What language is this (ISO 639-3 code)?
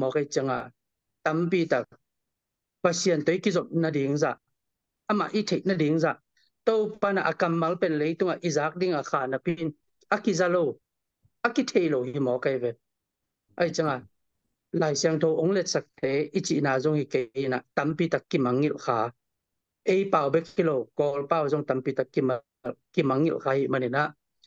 ctd